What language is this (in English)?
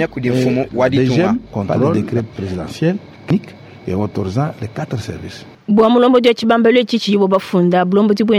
Luba-Lulua